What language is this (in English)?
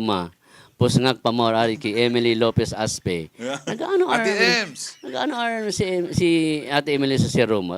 Bikol